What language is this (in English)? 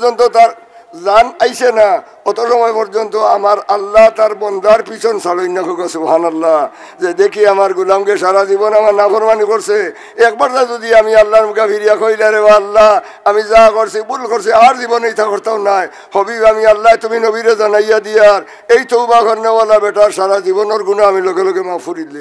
Sylheti